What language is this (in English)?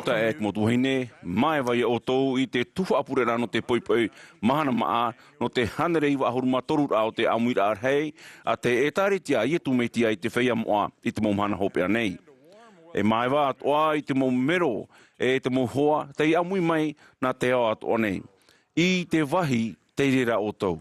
Tahitian